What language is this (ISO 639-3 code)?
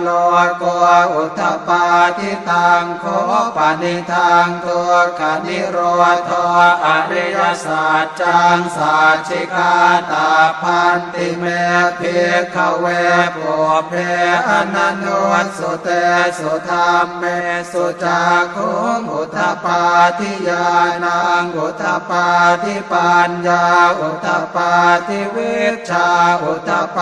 pli